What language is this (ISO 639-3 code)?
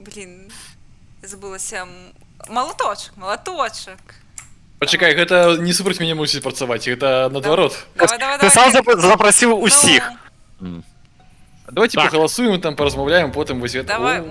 bel